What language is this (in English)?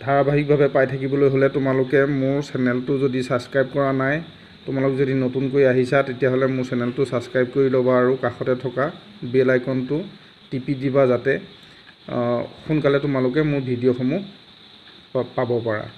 Assamese